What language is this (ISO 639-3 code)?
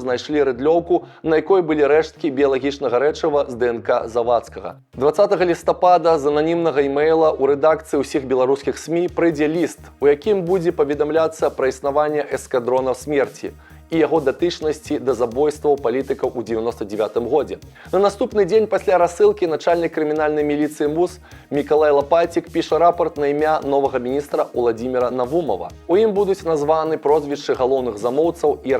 bel